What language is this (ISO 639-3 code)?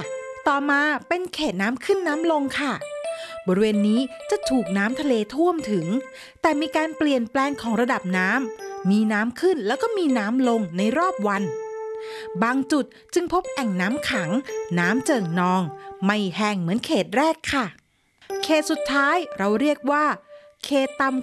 tha